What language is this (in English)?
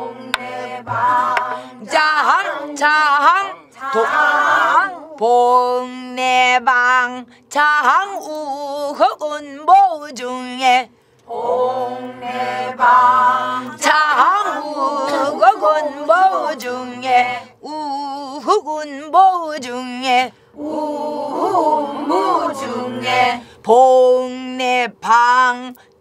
Korean